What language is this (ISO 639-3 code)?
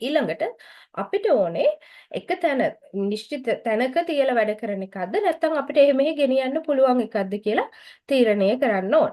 sin